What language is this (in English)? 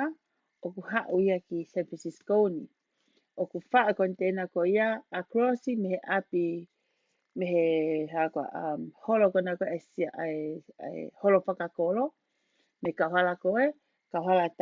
Tongan